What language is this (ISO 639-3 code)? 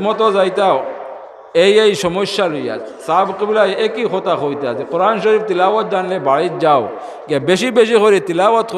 syl